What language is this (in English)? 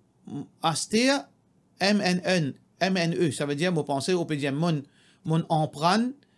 Morisyen